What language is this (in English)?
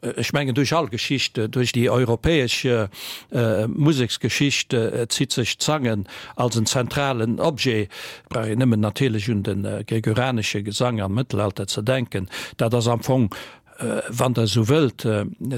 Luxembourgish